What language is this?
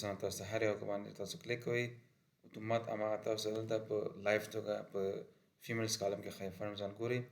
Pashto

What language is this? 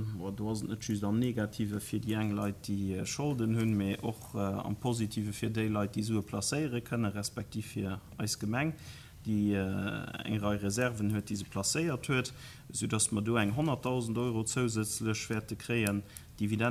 Luxembourgish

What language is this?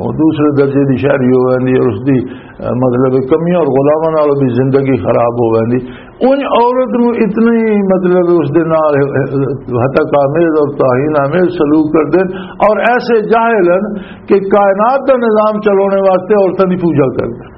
Western Panjabi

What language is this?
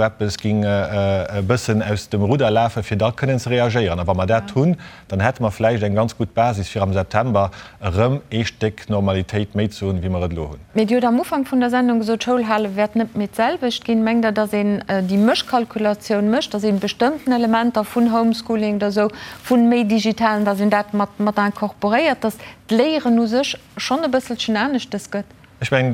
Luxembourgish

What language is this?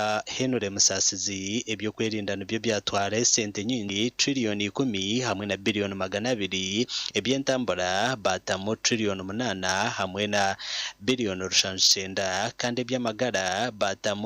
Nyankole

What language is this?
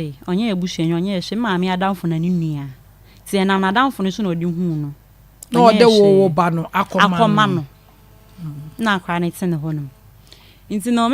Akan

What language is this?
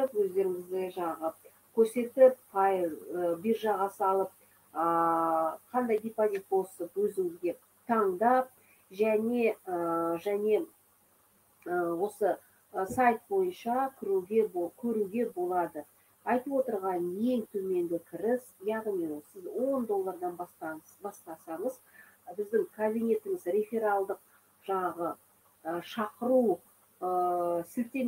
Kazakh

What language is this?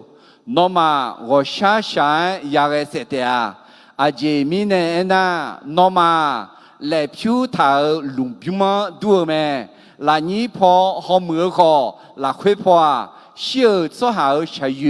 Akha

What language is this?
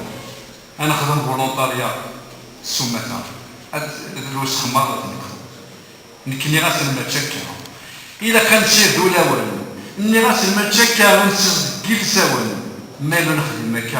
Kabyle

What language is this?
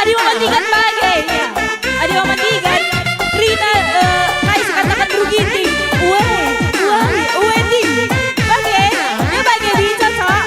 Batak Karo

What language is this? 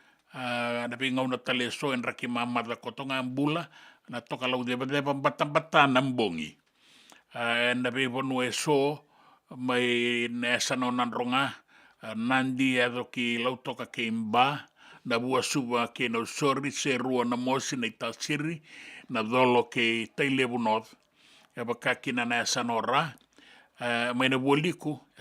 Fijian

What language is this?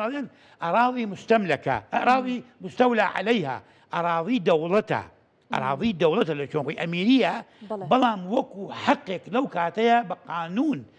Central Kurdish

